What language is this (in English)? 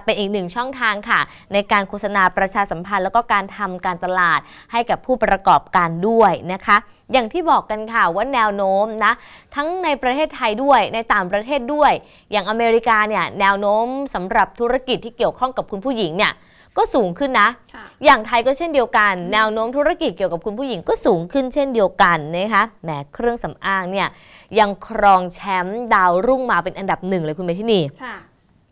Thai